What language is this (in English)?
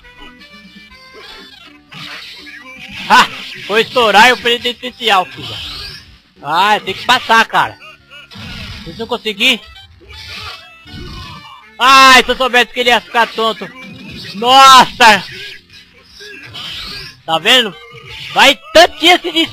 Portuguese